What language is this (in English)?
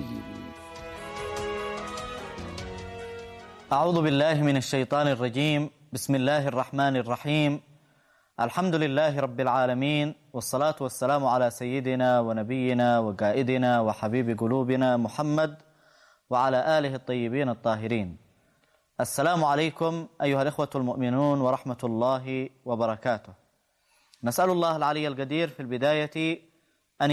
Arabic